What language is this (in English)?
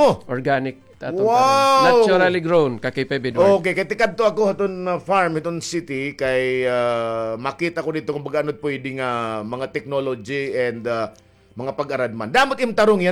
Waray